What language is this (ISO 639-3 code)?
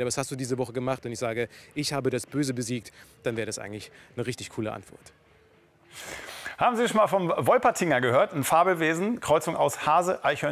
deu